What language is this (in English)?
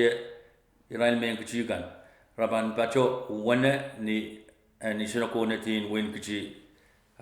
Pohnpeian